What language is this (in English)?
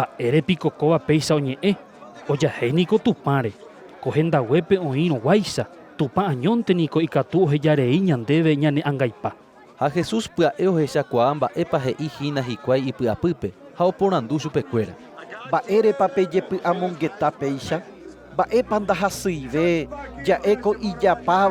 Guarani